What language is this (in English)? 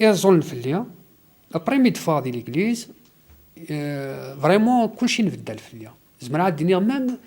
Kabyle